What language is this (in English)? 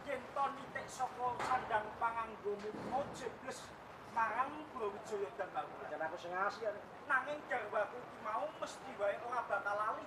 Javanese